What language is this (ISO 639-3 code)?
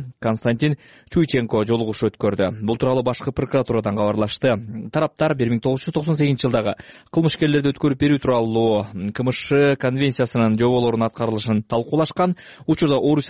kir